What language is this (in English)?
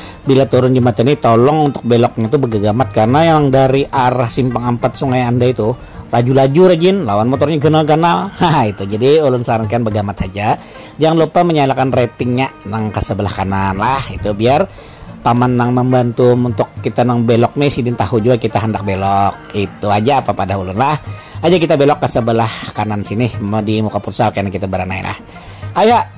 Banjar